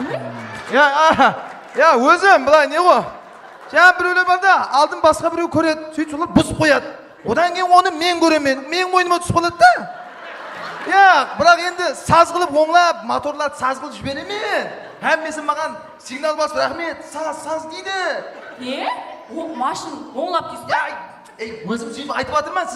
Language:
Kara-Kalpak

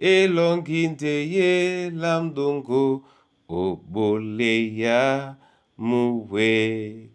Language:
Duala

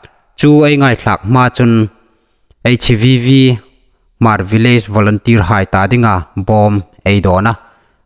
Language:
Hmar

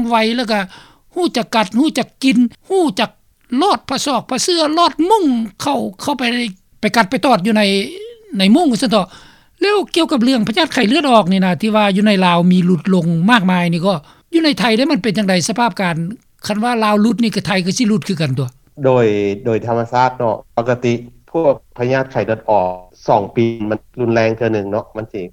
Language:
Lao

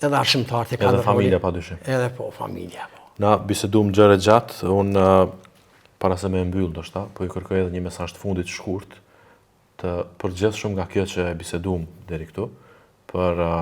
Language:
Albanian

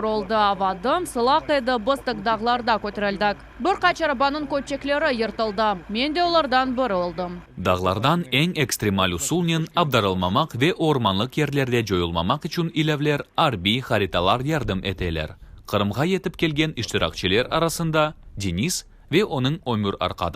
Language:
Crimean Tatar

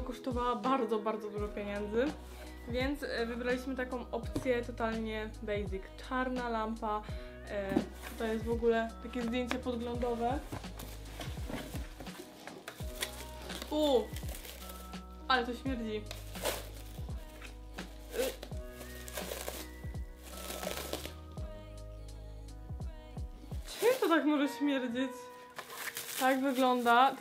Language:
Polish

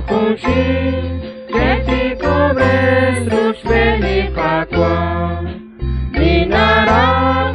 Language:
Kekchí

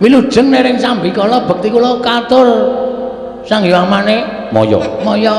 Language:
Javanese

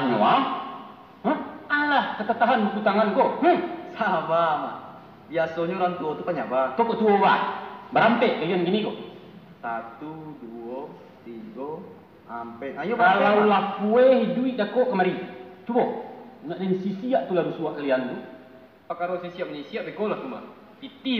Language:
Minangkabau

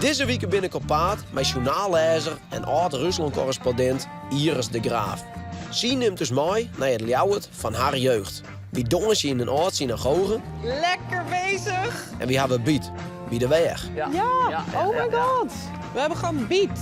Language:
Western Frisian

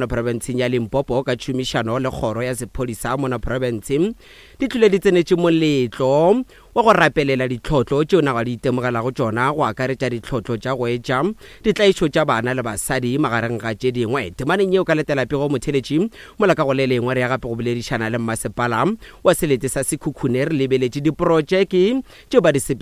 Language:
Northern Sotho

